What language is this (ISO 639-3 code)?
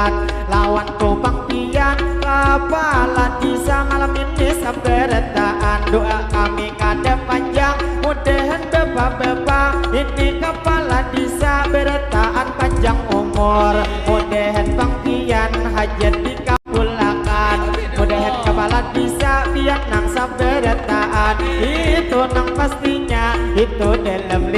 bjn